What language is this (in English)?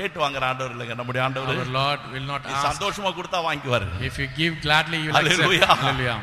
Tamil